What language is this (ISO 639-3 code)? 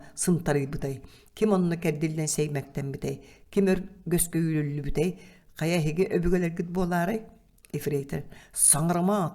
sah